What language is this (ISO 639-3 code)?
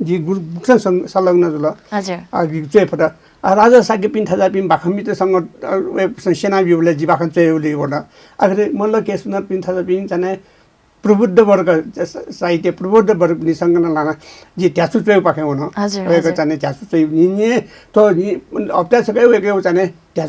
new